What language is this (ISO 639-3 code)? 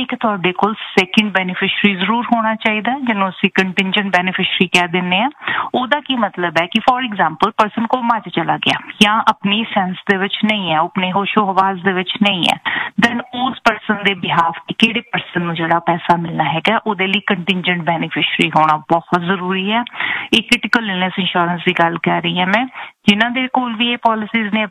pan